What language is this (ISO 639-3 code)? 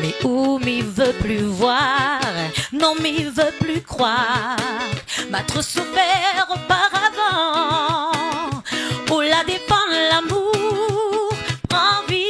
rcf